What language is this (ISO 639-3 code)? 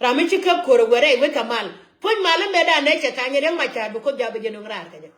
nus